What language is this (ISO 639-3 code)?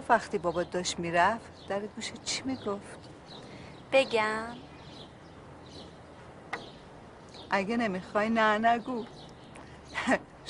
fas